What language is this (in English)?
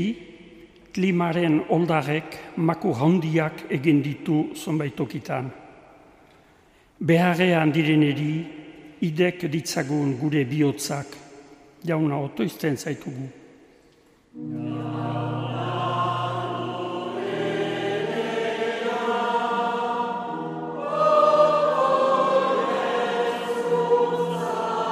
Basque